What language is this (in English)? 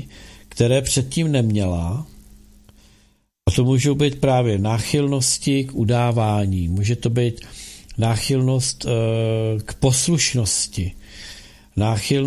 Czech